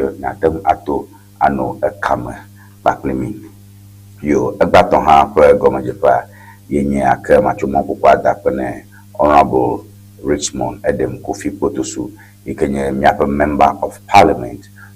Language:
Ewe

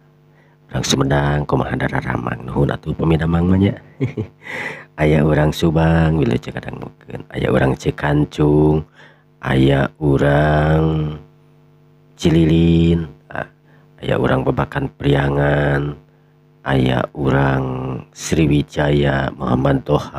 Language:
Sundanese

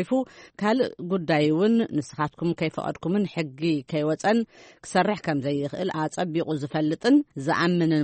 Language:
Tigrinya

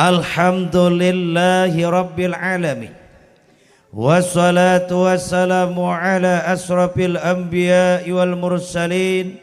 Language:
Banjar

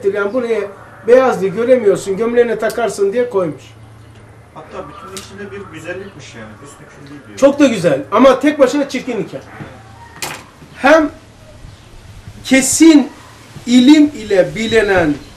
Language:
Turkish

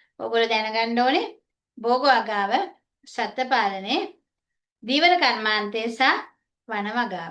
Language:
Sinhala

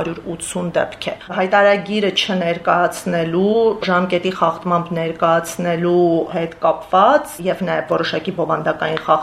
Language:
Armenian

